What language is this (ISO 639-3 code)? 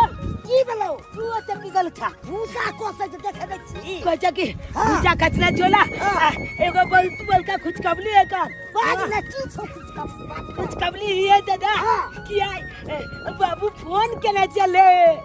mai